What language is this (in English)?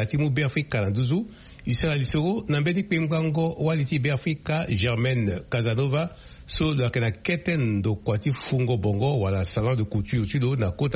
Sango